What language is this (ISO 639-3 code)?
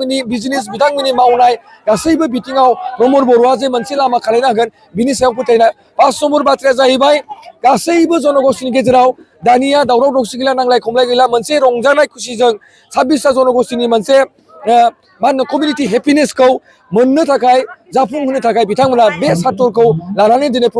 brx